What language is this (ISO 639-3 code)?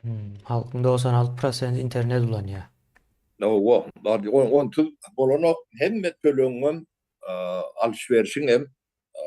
tuk